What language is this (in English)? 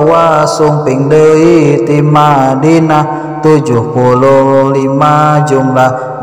Sundanese